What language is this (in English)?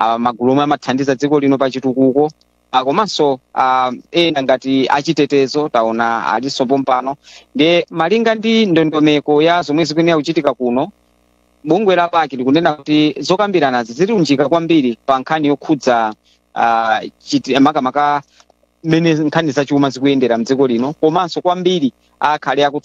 Nyanja